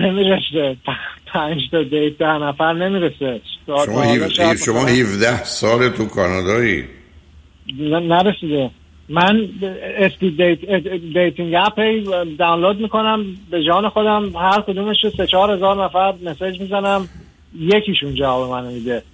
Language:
Persian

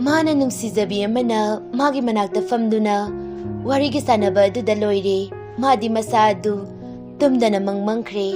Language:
Manipuri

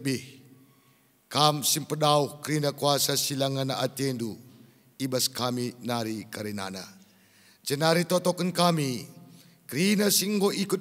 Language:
Batak Karo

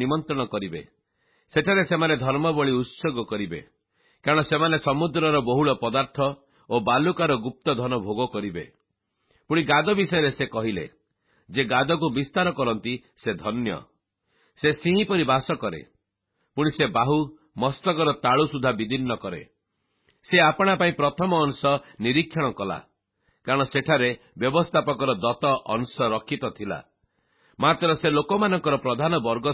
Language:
Odia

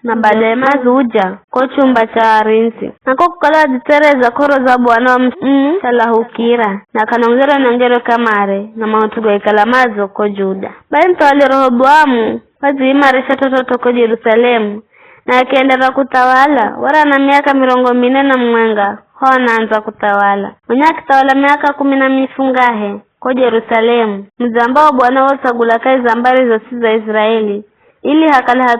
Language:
Giryama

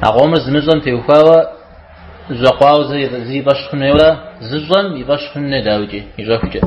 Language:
Kabardian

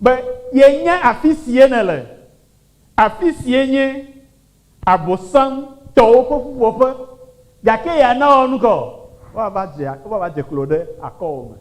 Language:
Ewe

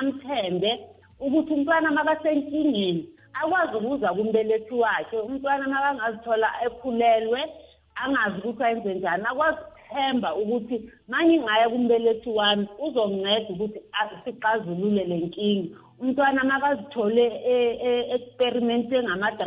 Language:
South Ndebele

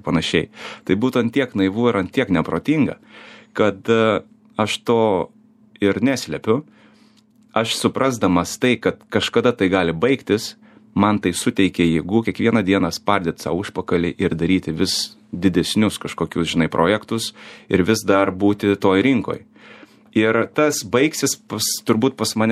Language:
Lithuanian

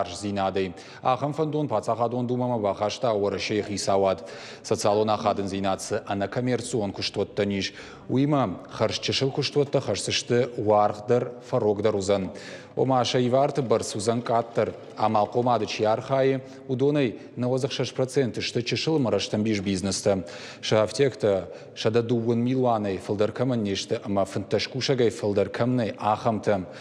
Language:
Ossetic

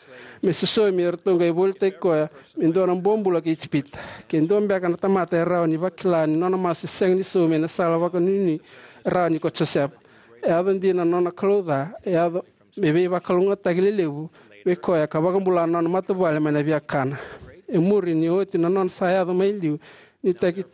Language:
Fijian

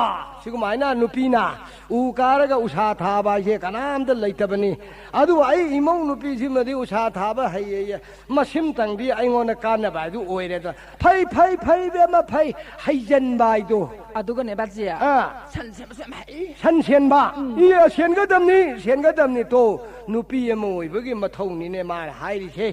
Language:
Manipuri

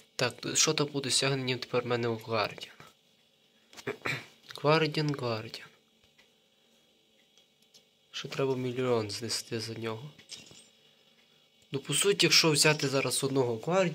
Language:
Ukrainian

